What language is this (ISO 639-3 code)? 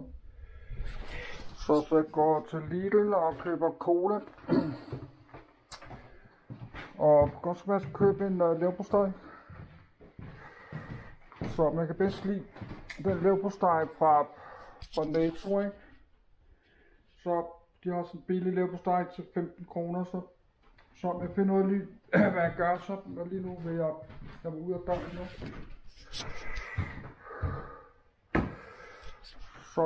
dan